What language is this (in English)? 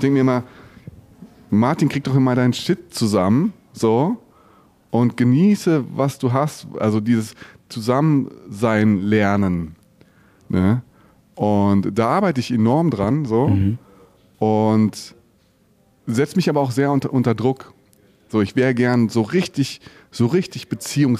German